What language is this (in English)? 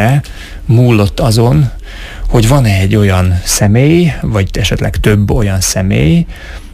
Hungarian